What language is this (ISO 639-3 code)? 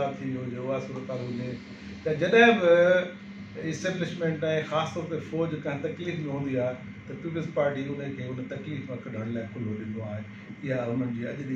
snd